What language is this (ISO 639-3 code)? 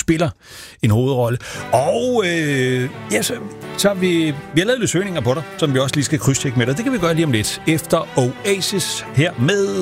dan